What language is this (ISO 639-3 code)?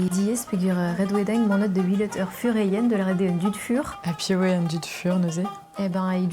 bre